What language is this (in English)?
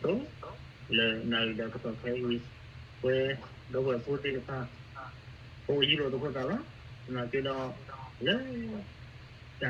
S'gaw Karen